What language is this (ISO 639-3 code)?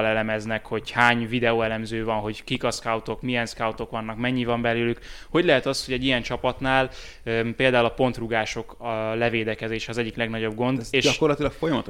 hun